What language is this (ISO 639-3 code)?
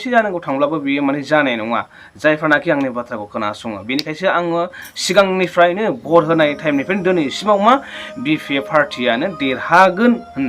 brx